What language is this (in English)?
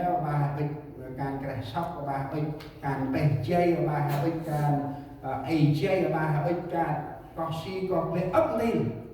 Central Mnong